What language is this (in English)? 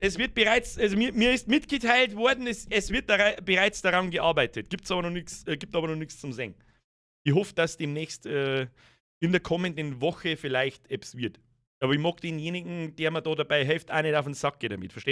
Bavarian